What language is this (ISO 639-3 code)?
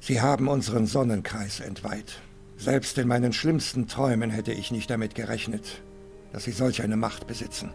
bar